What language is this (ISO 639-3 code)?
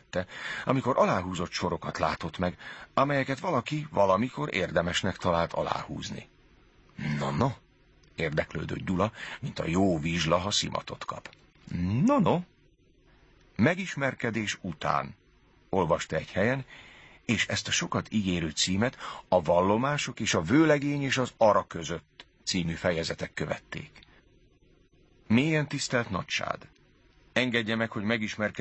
hun